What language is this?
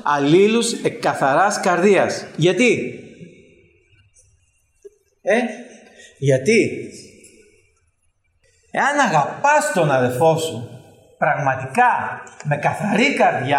Greek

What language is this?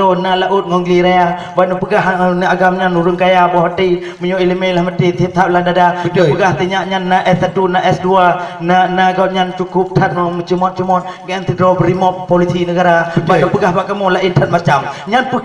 Achinese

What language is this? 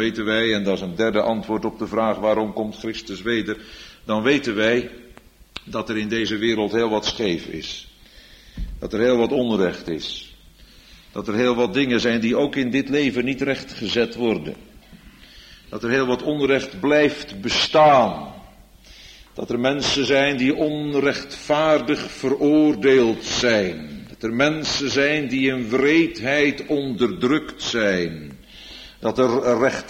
Dutch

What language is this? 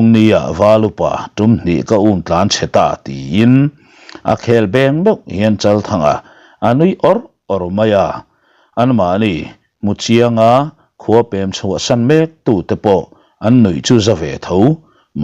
Mizo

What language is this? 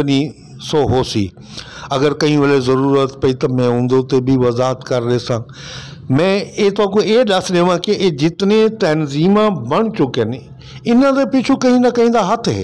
Saraiki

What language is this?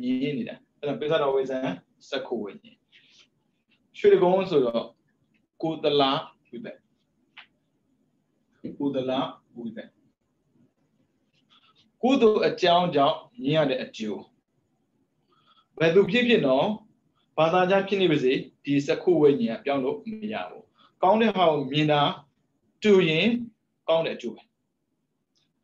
Burmese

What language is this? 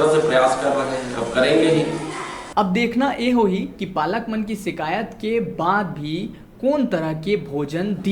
Chhattisgarhi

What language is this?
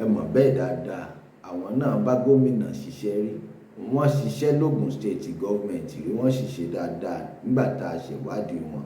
Yoruba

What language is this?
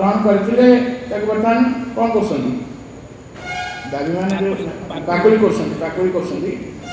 Odia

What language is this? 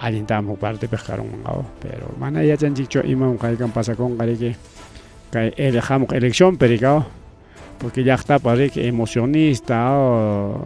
Ayacucho Quechua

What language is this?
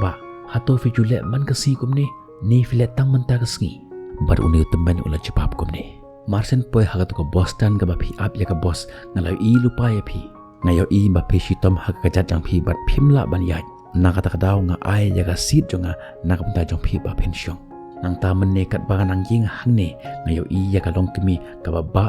Khasi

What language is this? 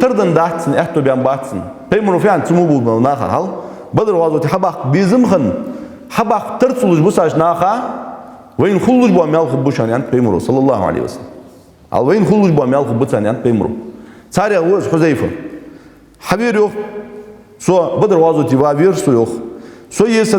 Ingush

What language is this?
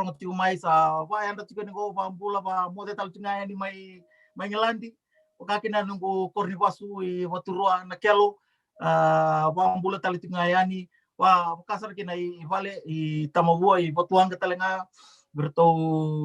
Fijian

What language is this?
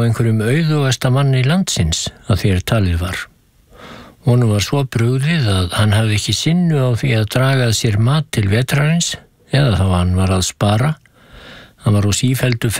Icelandic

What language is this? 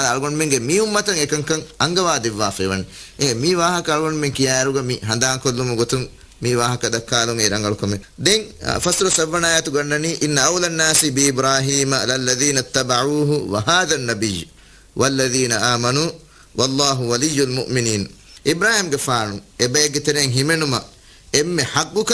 Divehi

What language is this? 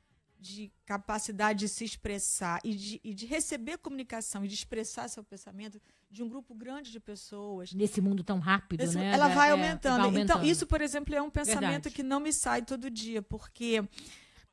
Portuguese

